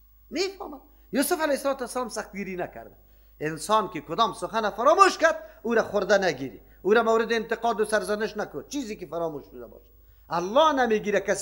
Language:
Persian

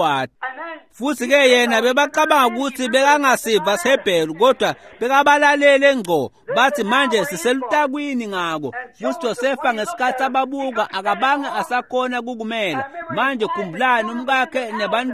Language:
Swati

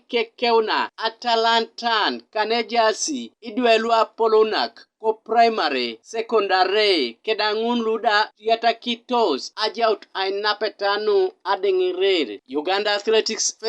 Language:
Teso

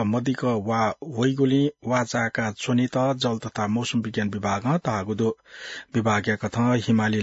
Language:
Newari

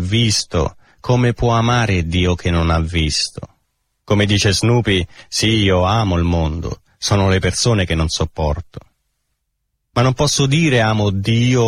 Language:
Italian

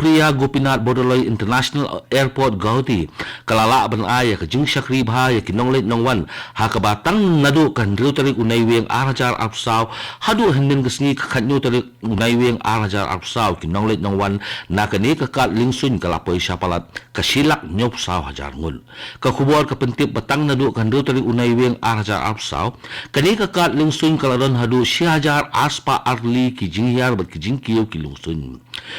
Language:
Khasi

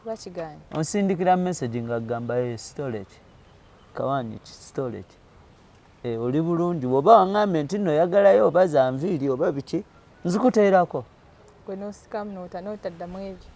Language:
Ganda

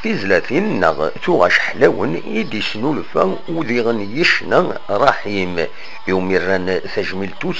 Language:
Kabyle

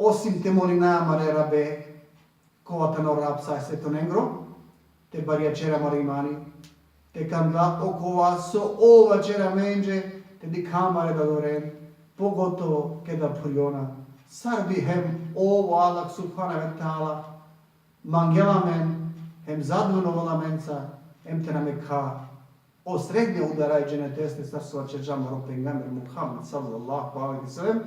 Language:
Balkan Romani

